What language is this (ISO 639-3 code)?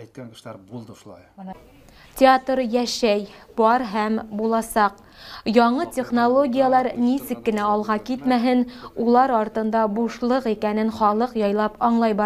bak